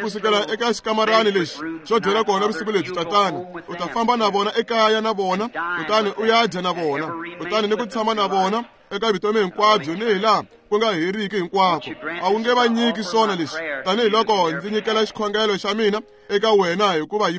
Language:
Tsonga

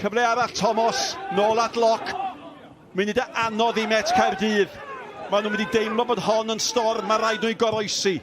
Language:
Welsh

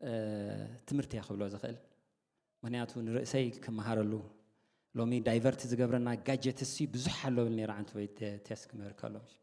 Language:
Tigrinya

